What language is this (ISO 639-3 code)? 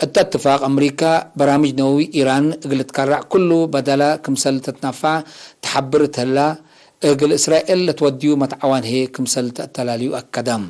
tig